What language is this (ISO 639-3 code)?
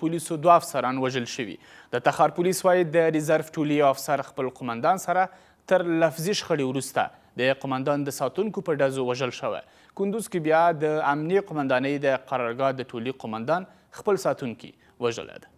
pus